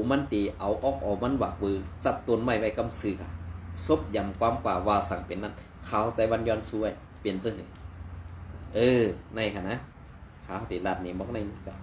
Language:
Shan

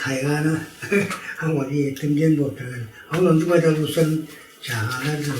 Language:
Tuvinian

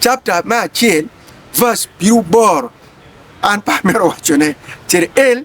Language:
Acoli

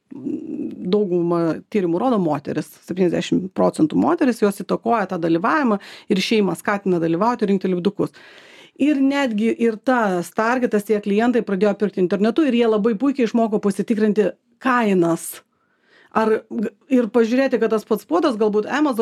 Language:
Lithuanian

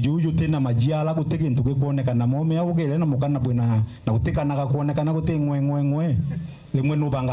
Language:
Meru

